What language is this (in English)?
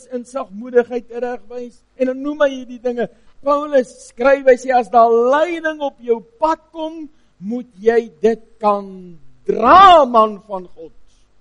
Afrikaans